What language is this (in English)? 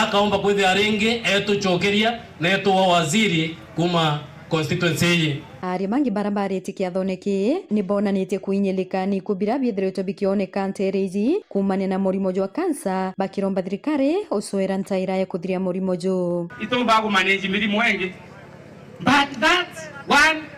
Meru